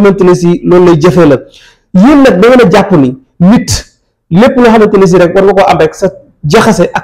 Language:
Wolof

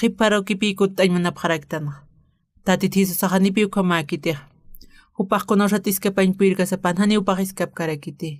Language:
Aymara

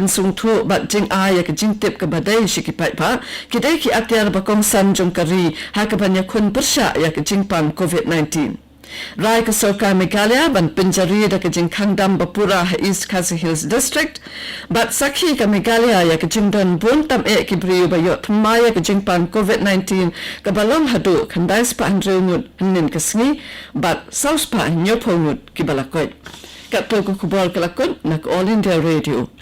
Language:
Khasi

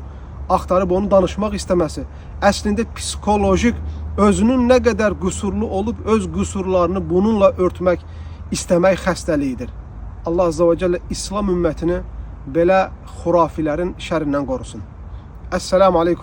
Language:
Azerbaijani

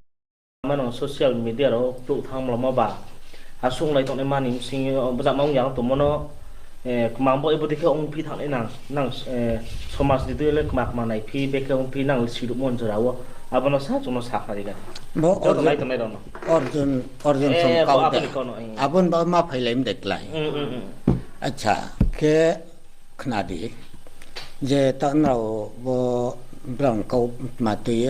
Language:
Riang (India)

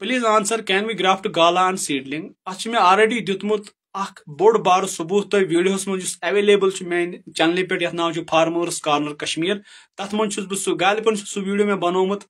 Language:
Kashmiri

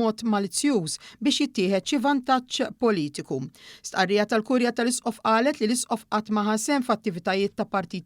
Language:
Maltese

